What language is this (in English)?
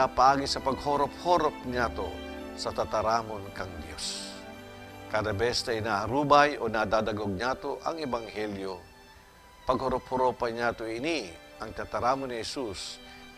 Bikol